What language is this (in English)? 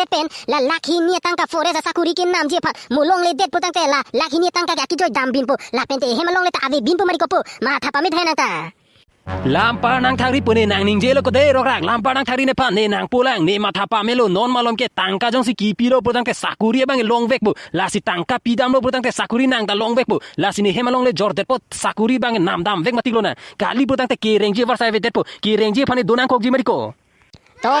Karbi